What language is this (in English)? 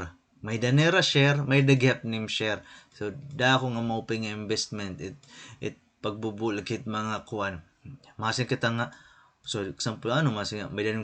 Waray